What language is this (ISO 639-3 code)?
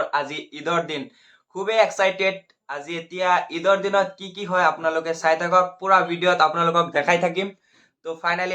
asm